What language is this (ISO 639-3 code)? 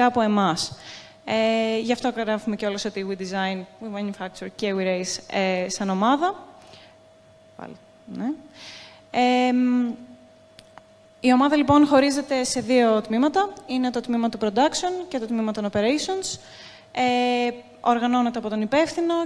ell